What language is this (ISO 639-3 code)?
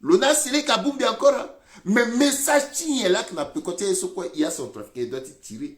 sag